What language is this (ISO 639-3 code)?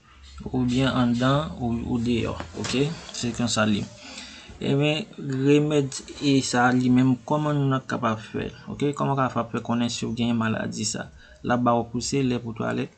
hat